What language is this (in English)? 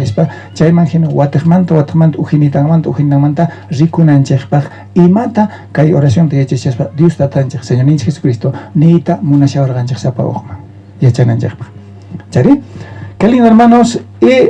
South Bolivian Quechua